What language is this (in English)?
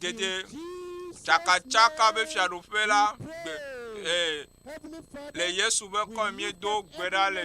Ewe